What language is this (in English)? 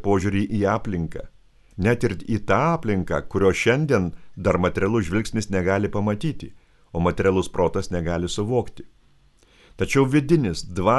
Lithuanian